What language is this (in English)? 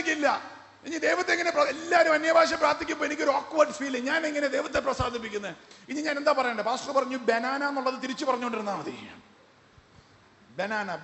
Malayalam